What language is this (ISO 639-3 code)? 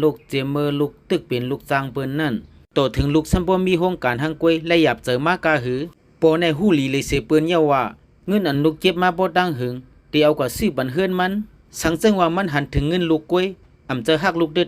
shn